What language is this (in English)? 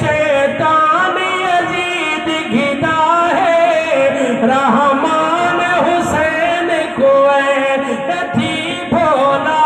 Saraiki